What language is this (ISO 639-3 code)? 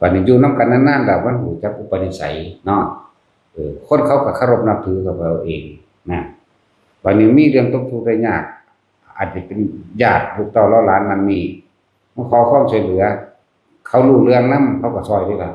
tts